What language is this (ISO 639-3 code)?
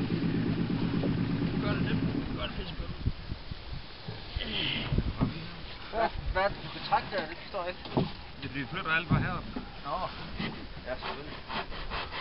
dan